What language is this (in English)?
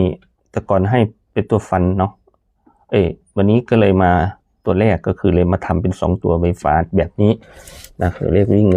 Northeastern Thai